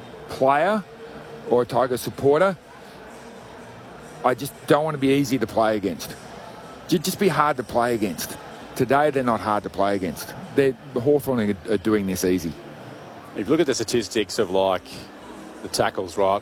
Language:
English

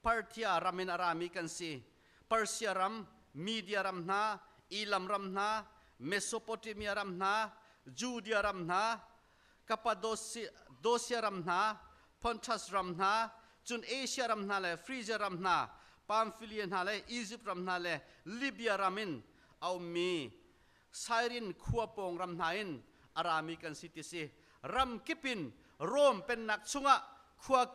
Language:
Hakha Chin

